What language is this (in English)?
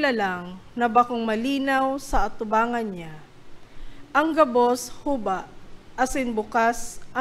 Bikol